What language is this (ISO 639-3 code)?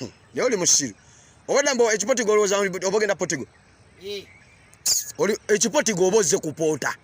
lug